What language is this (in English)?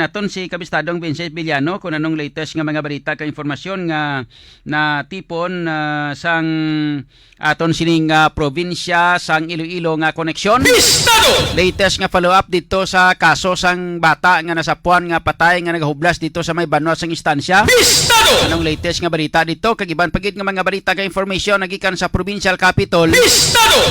Hiligaynon